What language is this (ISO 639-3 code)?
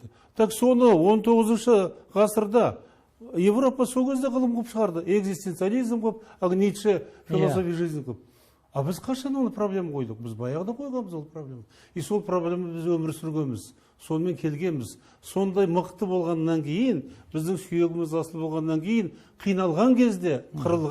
kaz